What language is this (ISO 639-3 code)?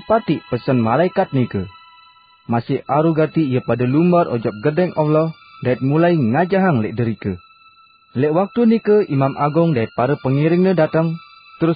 sas